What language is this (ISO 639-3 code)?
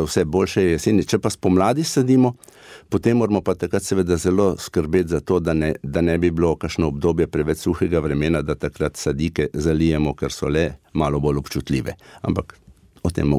slv